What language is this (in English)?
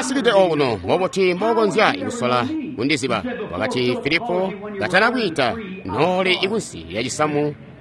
Tonga (Zambia)